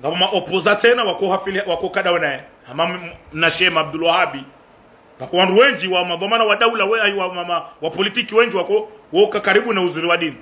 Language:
Ngazidja Comorian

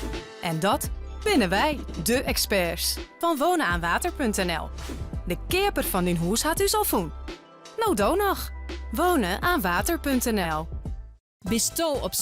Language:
Western Frisian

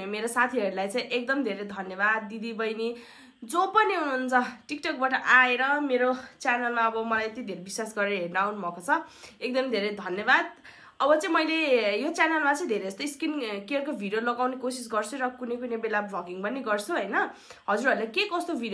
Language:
Nepali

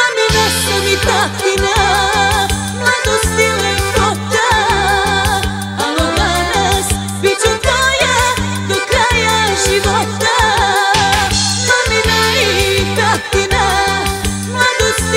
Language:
Serbian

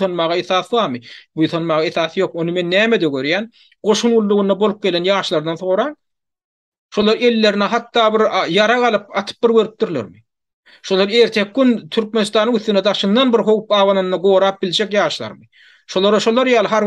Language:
Turkmen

